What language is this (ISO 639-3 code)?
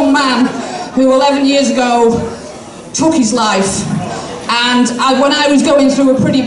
eng